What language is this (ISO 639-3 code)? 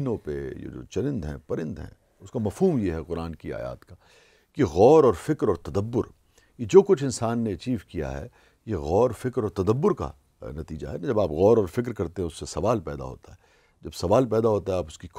urd